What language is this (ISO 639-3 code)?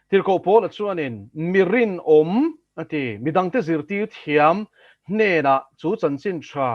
lus